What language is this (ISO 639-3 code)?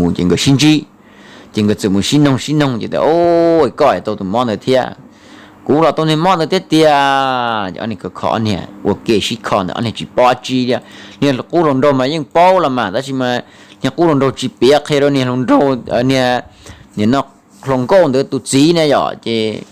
hmn